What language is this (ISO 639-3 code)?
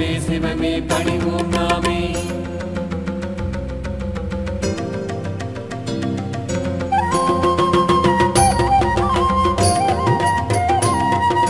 tam